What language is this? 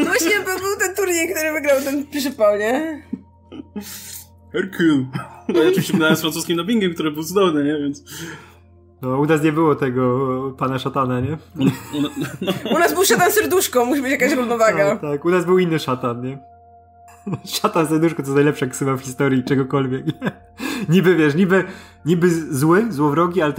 Polish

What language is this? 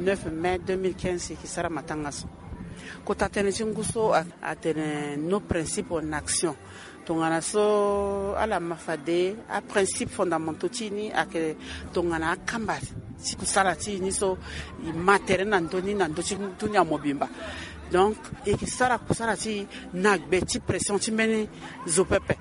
Sango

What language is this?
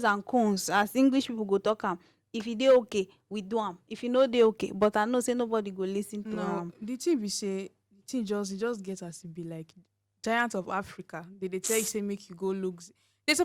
Nigerian Pidgin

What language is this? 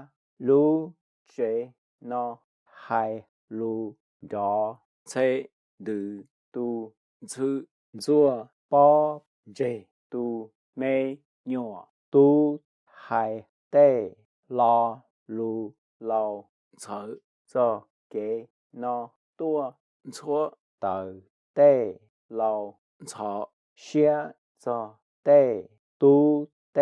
Hmong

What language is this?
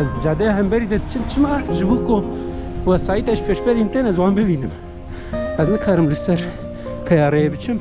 Kurdish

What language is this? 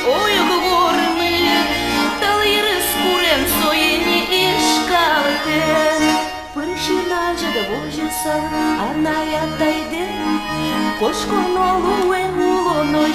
Udmurt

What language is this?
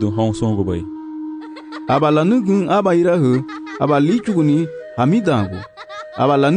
Garifuna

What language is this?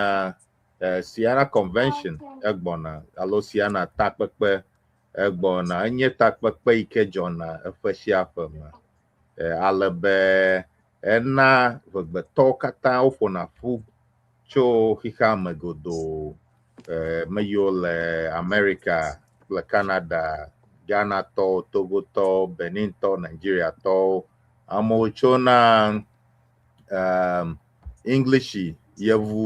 Ewe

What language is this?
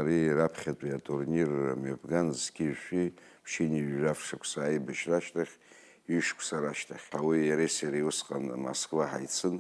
Abkhazian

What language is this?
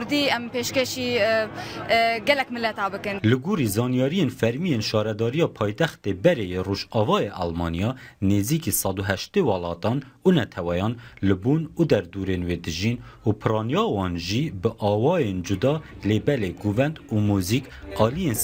Kurdish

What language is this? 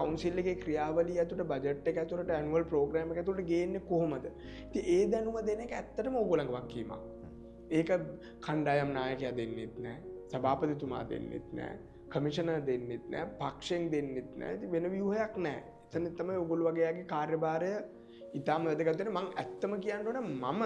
Sinhala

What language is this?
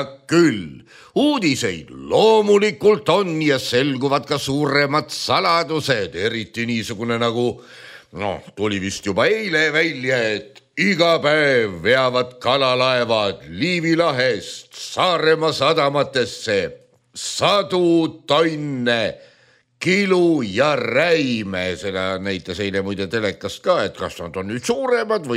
Estonian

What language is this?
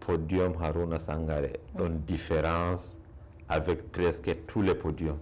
Fula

